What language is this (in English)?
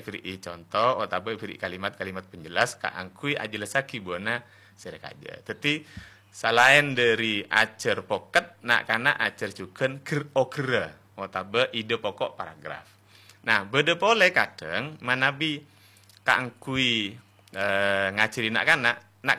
Madurese